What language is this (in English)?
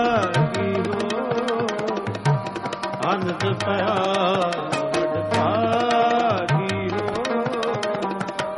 Punjabi